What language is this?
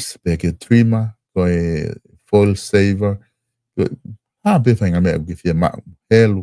Tongan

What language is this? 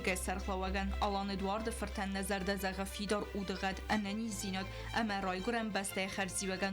Ossetic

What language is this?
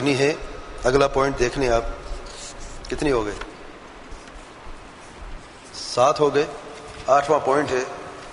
Urdu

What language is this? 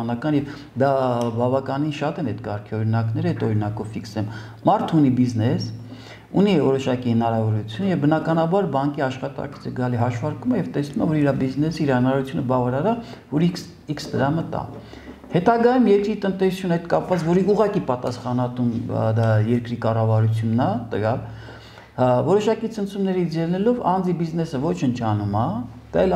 Armenian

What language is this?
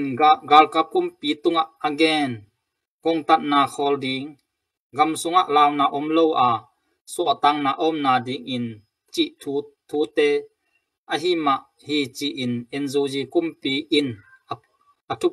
Tedim Chin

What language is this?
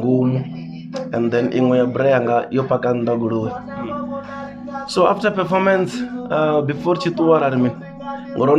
Venda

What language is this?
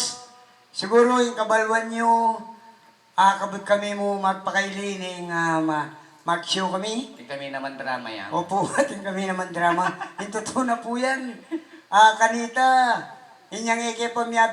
Pampanga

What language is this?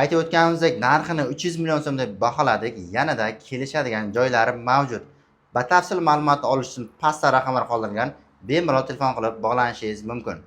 Uzbek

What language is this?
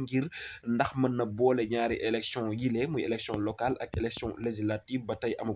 Wolof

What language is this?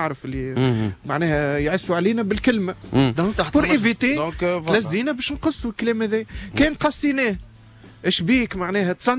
Tunisian Arabic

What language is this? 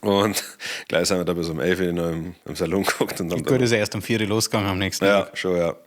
Bavarian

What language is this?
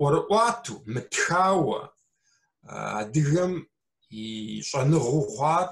Kabardian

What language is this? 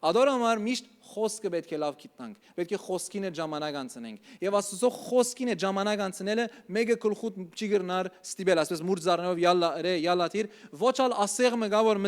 Western Armenian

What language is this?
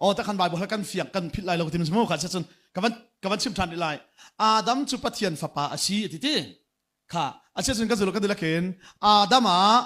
Hakha Chin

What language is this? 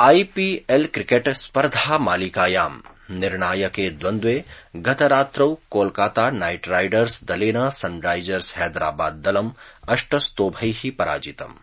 Sanskrit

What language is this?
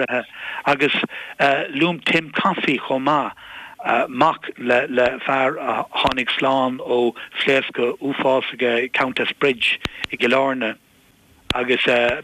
Irish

